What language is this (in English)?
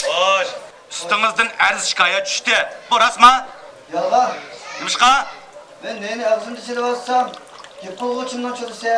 Uyghur